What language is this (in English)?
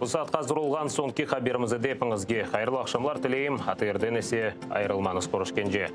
Crimean Tatar